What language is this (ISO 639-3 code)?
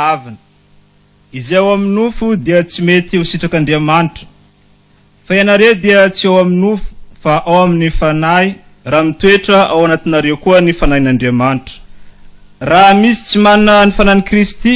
mlg